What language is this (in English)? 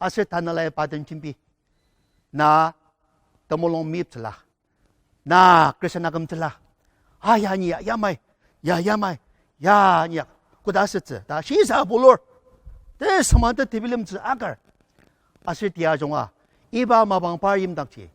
Ao Naga